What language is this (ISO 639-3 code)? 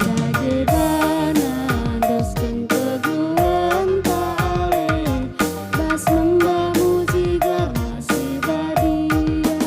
btx